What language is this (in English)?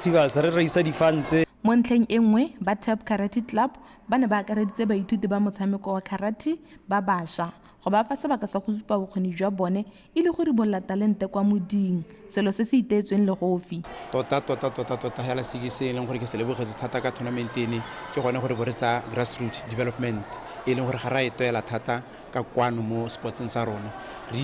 Tswana